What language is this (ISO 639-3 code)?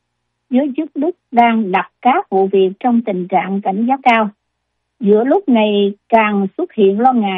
vie